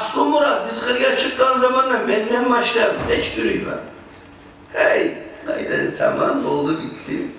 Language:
Kumyk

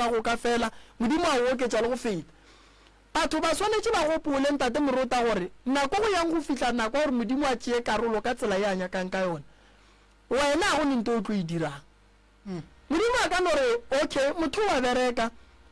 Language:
Northern Sotho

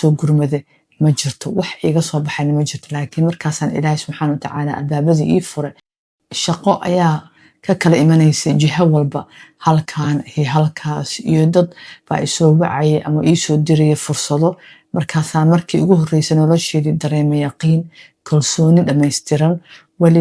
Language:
Somali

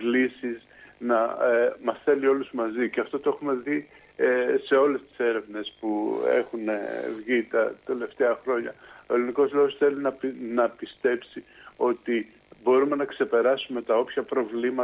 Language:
Greek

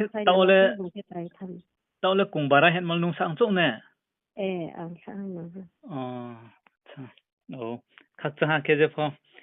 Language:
Riang (India)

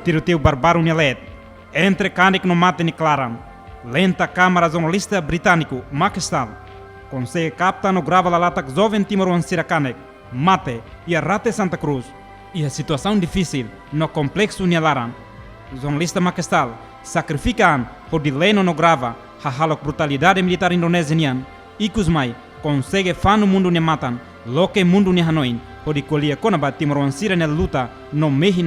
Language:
Tetum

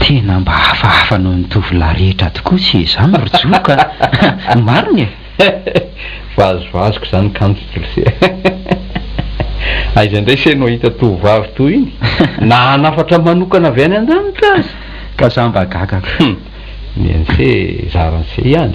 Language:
Malagasy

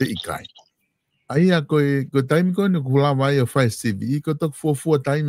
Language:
Tongan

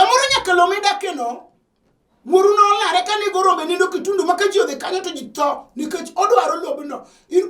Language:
Luo (Kenya and Tanzania)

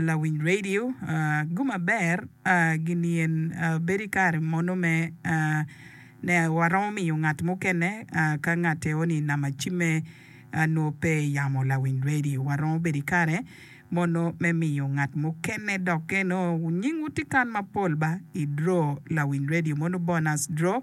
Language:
Acoli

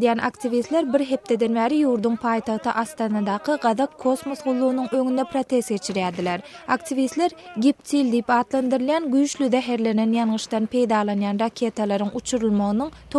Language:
Turkmen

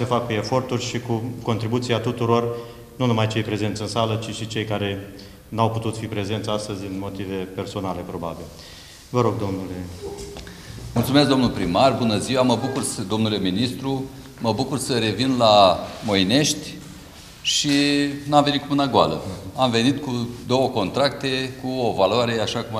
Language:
Romanian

